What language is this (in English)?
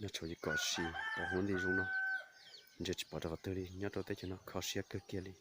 Hmong